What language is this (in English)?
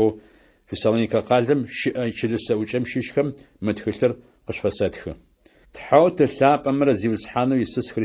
Adyghe